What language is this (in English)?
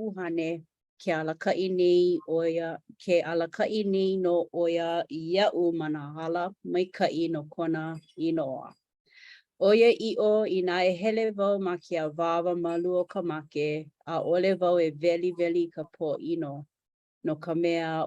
Hawaiian